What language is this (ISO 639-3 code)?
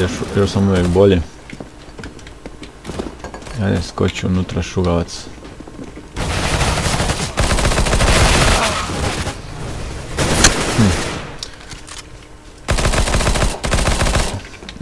hrv